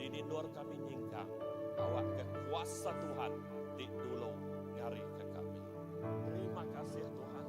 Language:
Iban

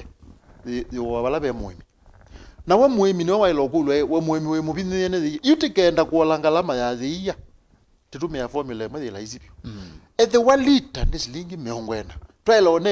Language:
Kamba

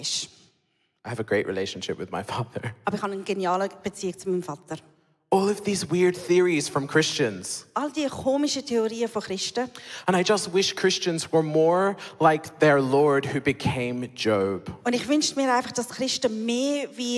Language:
Swiss German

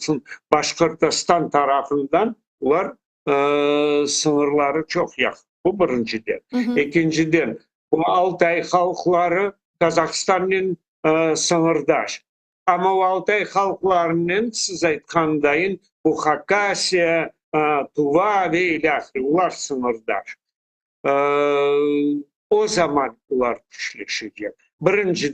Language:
Crimean Tatar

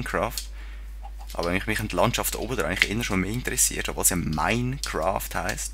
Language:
Swiss German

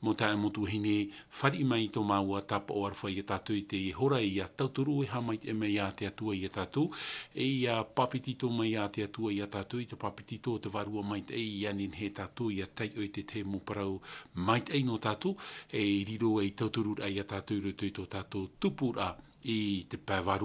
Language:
Tahitian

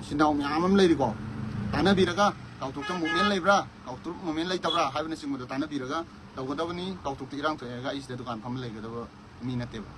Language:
Manipuri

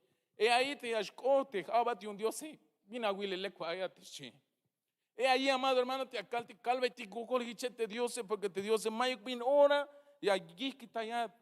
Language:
Tzeltal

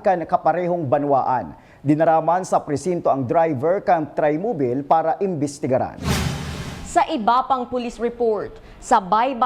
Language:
Bikol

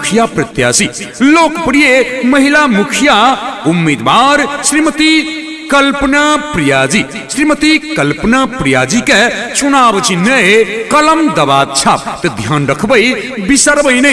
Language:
Maithili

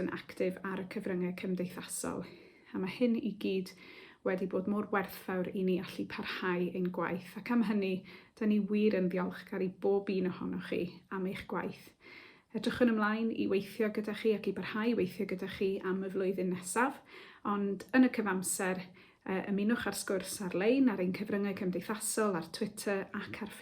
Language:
Welsh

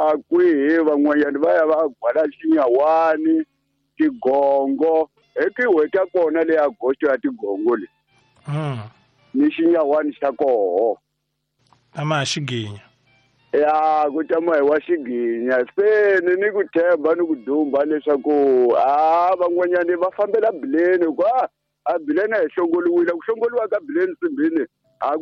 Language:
Tsonga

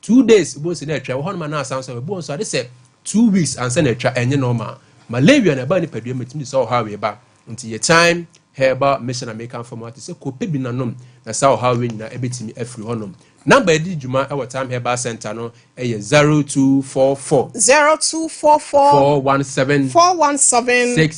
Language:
Akan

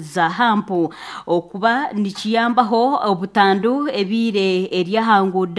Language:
Nyankole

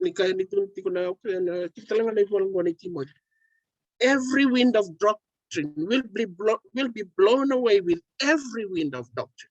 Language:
Fijian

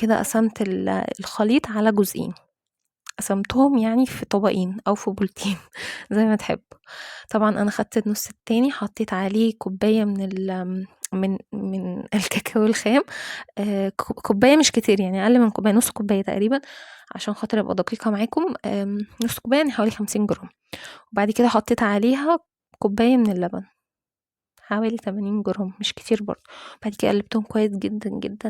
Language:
Egyptian Arabic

